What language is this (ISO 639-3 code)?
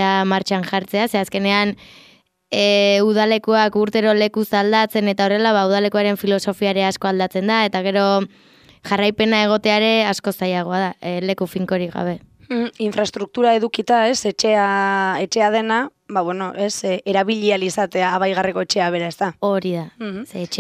eus